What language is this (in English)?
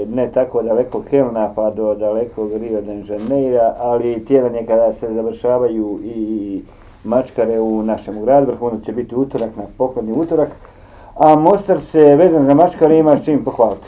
Bosnian